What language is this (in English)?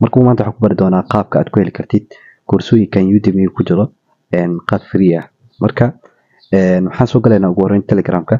Somali